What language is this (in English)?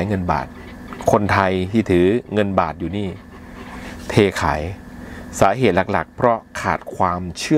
Thai